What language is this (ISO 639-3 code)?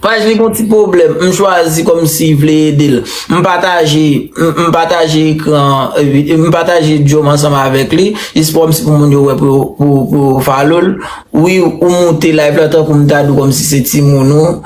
hat